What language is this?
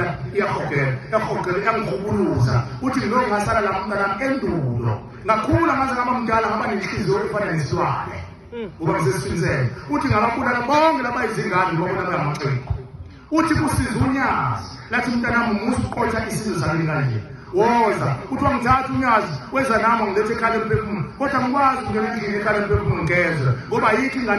Zulu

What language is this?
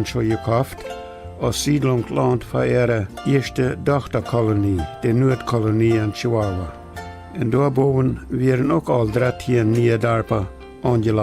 Plautdietsch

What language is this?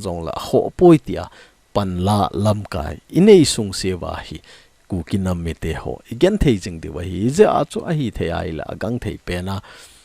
Thado Chin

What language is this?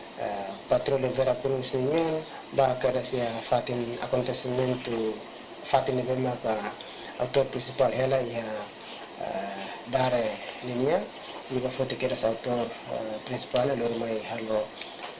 Tetum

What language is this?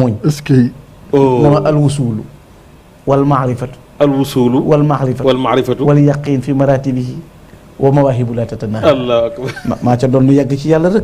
Wolof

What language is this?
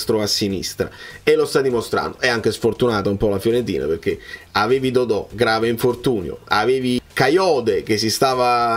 Italian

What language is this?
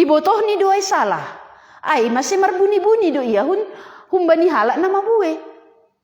Batak Simalungun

